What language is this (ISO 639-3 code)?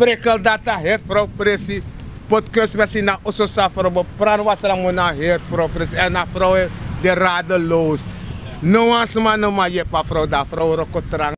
srn